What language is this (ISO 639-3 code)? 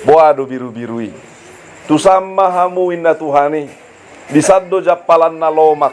bbc